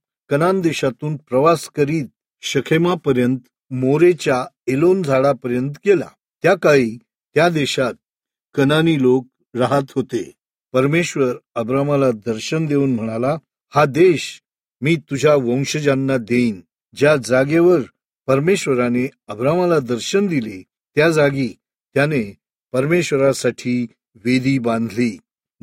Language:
Marathi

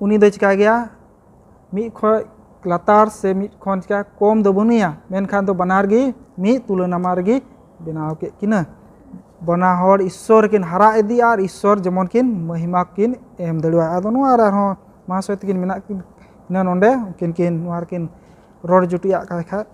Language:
Santali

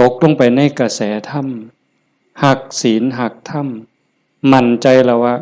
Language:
Northeastern Thai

